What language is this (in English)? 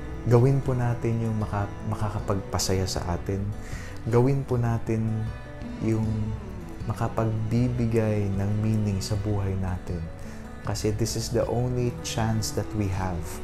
Filipino